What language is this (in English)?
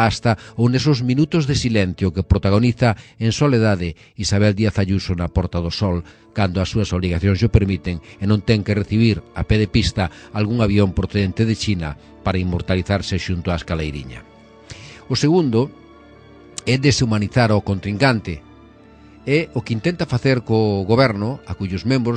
Galician